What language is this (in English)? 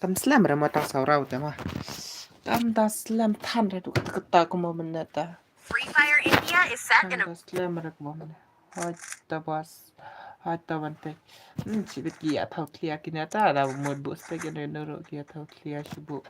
Khasi